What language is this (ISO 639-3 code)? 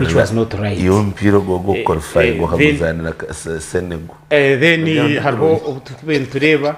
nyn